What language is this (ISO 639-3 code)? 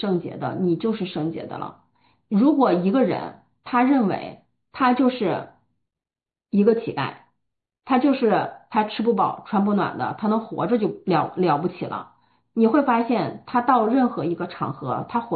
zho